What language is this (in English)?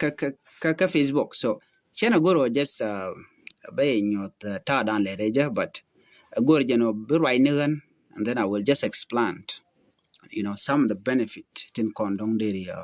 Nuer